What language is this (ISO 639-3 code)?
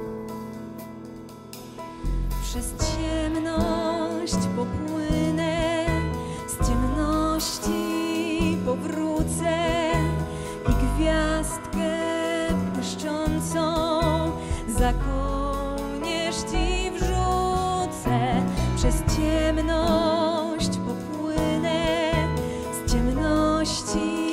pol